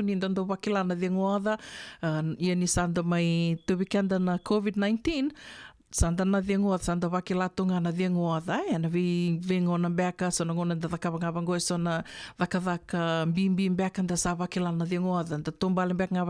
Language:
Fijian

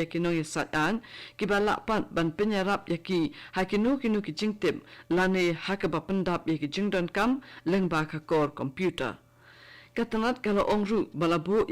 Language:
Khasi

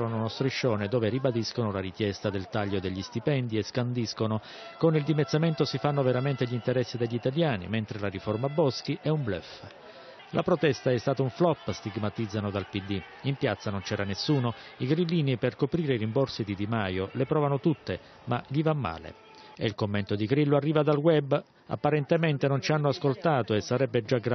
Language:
Italian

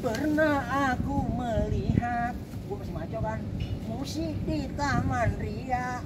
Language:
Betawi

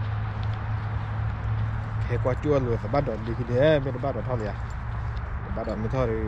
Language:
S'gaw Karen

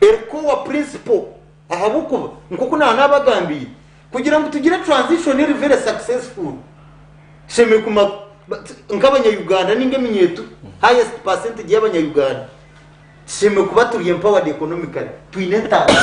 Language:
Nyankole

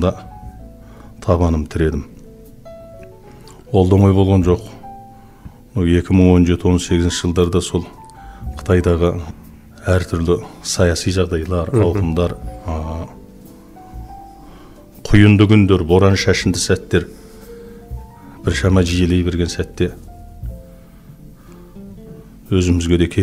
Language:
Kazakh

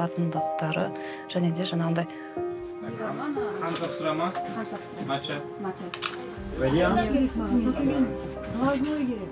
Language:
Kazakh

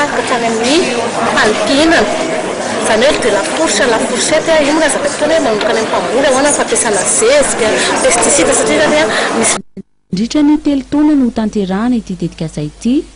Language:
Malagasy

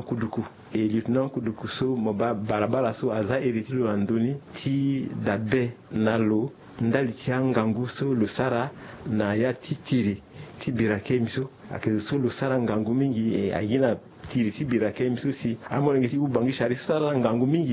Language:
Sango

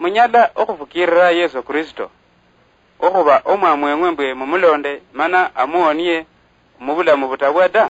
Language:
Luyia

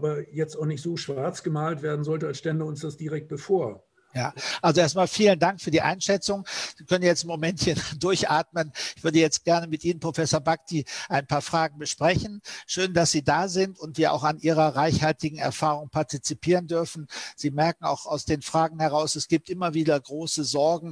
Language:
German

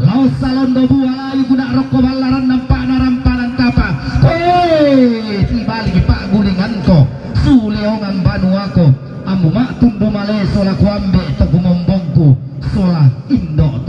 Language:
Toraja-Sa'dan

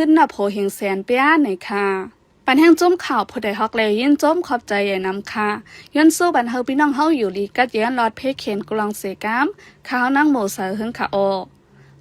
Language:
Shan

